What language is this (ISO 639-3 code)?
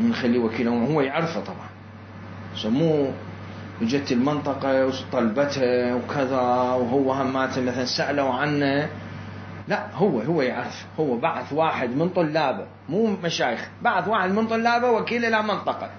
acm